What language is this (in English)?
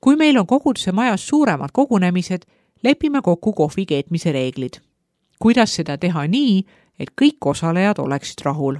Estonian